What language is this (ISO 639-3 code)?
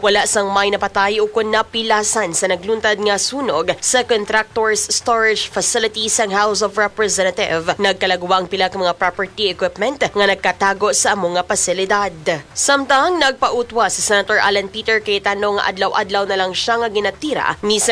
hil